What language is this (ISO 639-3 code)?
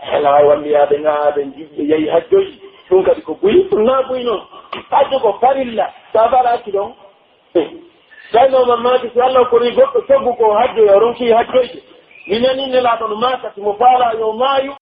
fuf